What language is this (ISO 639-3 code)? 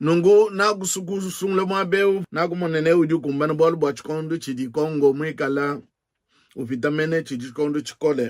lua